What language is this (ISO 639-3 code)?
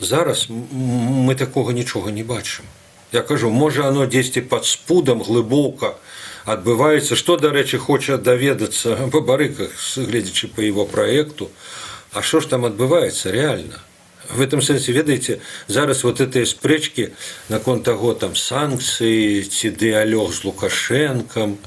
bel